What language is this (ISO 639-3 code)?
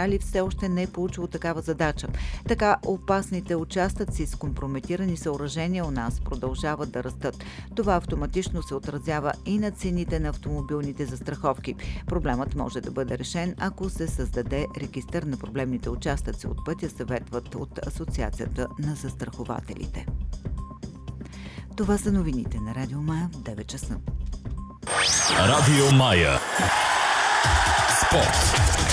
bul